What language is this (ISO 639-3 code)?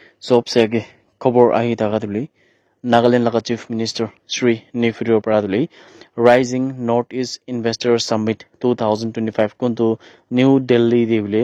nag